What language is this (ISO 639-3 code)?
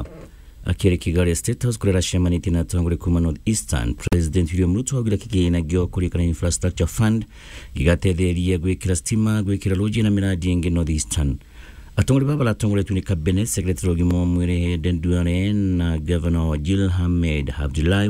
mer